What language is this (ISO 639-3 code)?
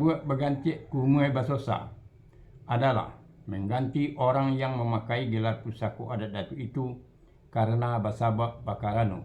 min